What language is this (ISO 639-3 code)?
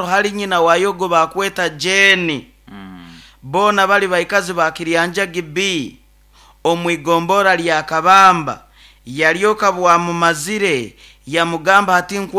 nyo